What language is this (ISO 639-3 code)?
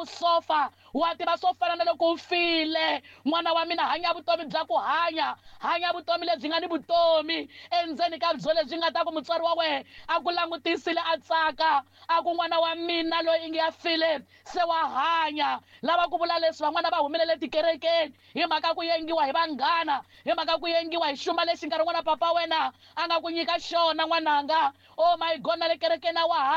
tso